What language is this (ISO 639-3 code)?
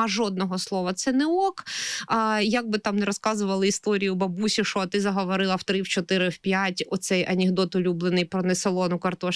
ukr